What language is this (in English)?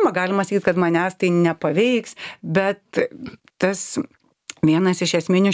Lithuanian